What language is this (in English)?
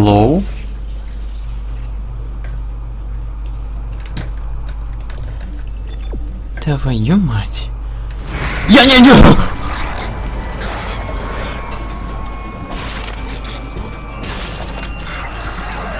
Russian